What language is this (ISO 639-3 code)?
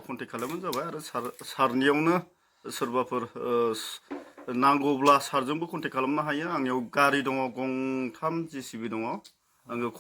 brx